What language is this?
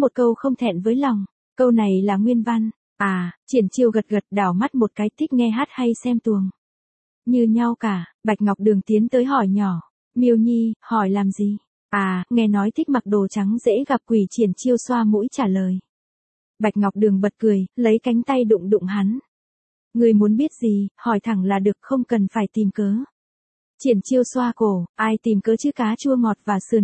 Vietnamese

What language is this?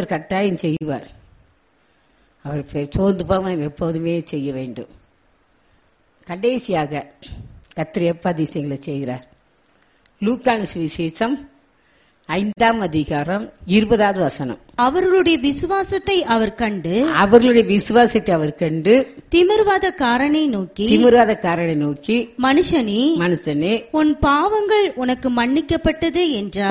Tamil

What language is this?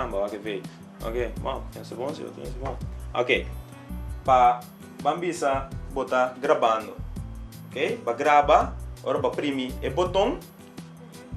Papiamento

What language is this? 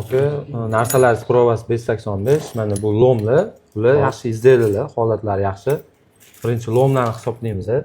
Uzbek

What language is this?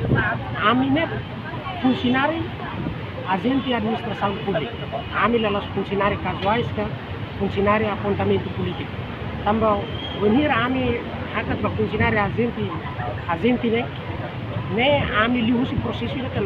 Tetum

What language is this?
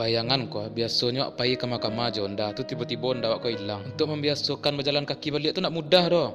Minangkabau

